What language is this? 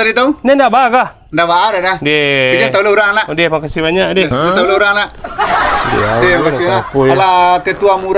Minangkabau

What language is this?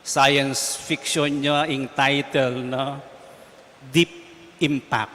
Pampanga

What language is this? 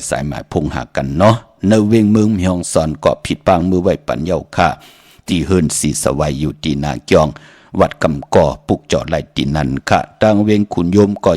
Shan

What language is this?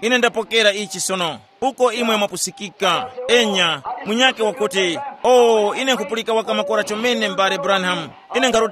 Tumbuka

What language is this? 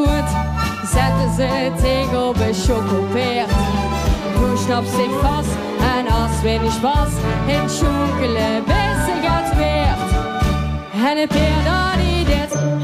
Limburgish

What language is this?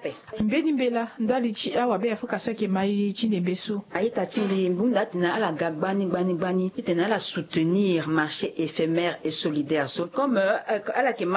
Sango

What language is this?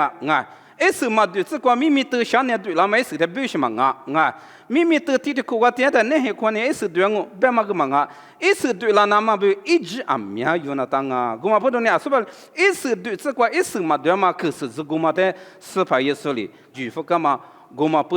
Lisu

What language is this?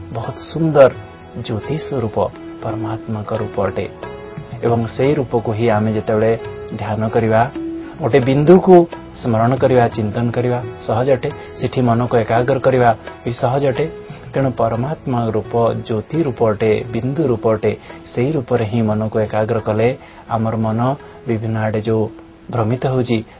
Odia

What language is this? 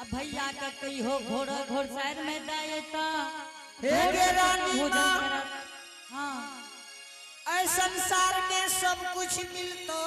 Angika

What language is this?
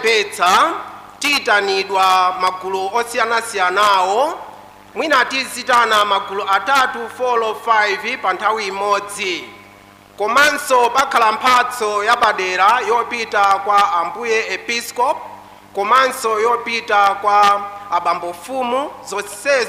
Nyanja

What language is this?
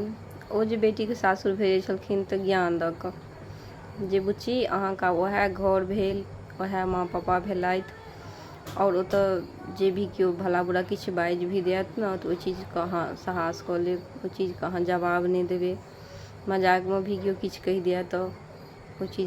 Maithili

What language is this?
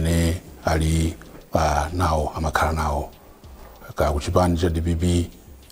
Nyanja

